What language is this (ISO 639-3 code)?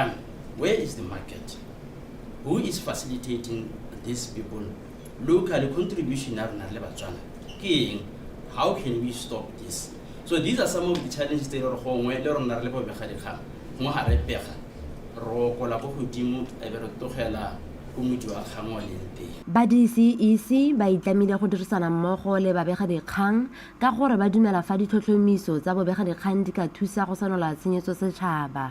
tsn